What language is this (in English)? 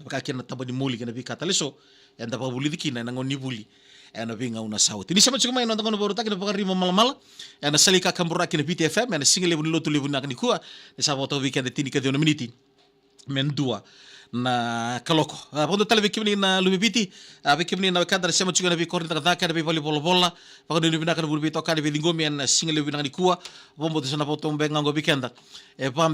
Fijian